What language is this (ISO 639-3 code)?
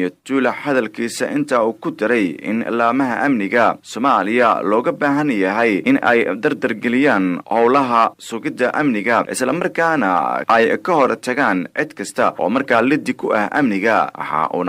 som